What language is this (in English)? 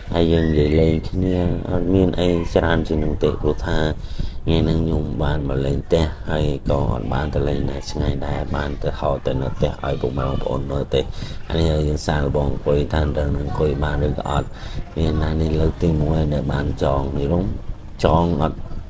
Khmer